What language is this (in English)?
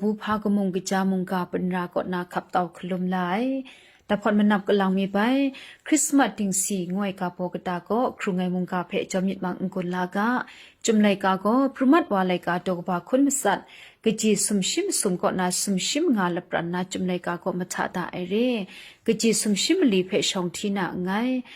Kachin